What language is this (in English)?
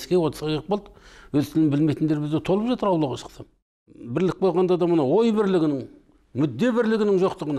Kazakh